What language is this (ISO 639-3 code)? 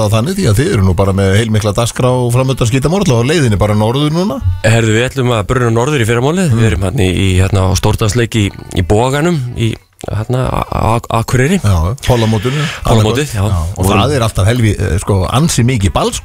isl